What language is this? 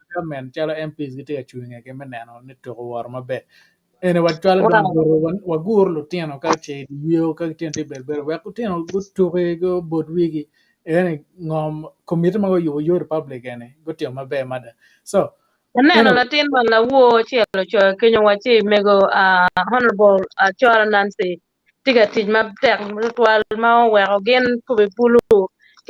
Acoli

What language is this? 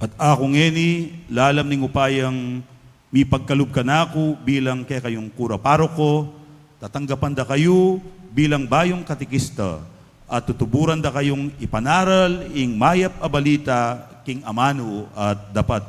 Pampanga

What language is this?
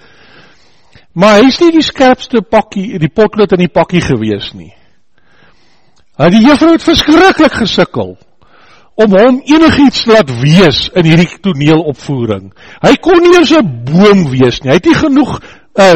Afrikaans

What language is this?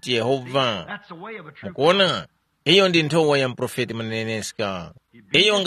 Tumbuka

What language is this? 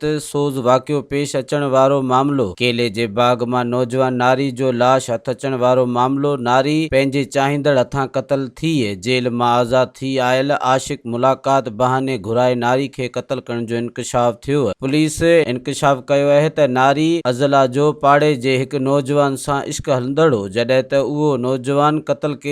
Sindhi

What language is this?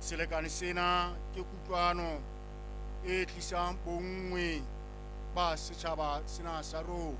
Southern Sotho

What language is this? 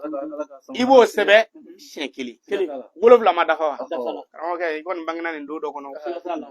Bambara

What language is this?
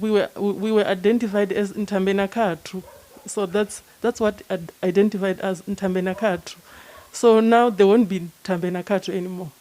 Venda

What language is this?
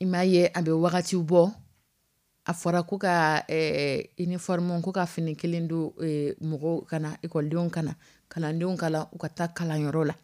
Dyula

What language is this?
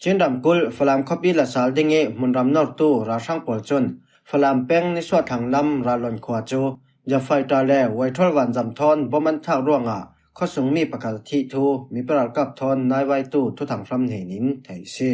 Falam Chin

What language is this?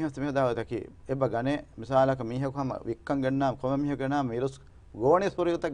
Divehi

